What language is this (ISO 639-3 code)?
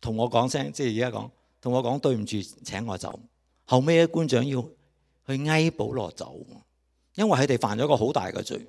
yue